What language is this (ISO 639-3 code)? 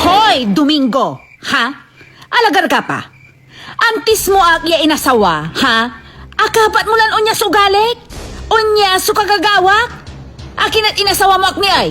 pag